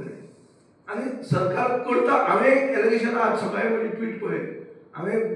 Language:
Konkani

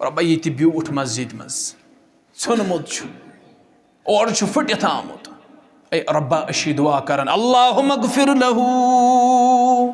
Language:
Kashmiri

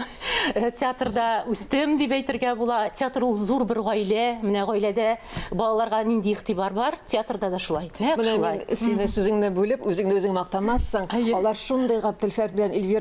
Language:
Tatar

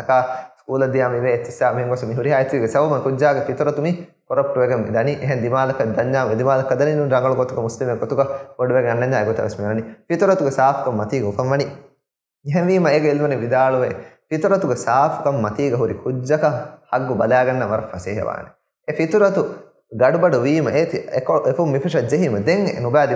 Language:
Divehi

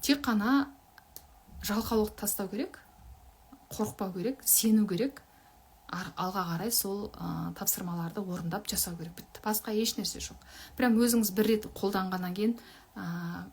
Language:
Kazakh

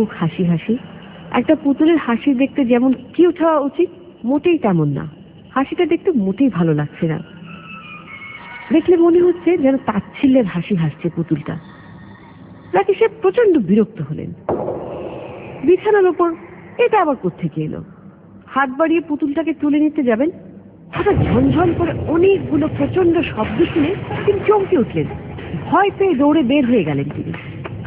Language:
Bangla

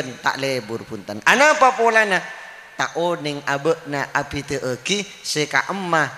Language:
Madurese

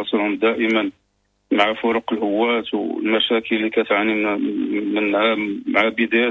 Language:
Moroccan Arabic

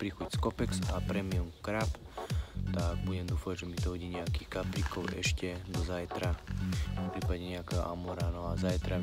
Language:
Slovak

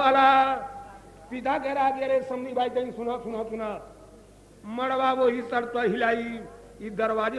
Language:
Bhojpuri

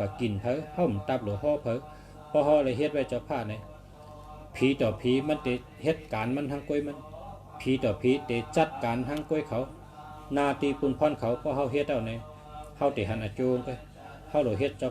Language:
Shan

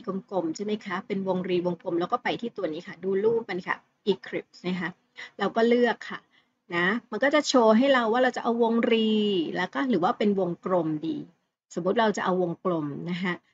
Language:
Thai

